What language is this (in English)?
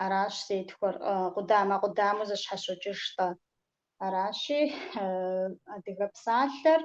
Kabardian